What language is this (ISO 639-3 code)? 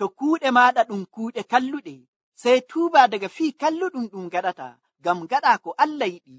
fuv